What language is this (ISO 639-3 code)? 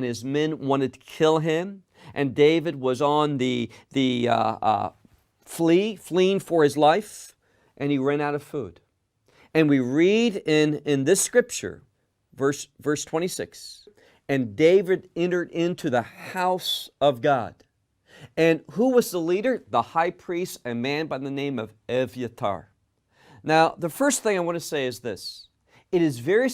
eng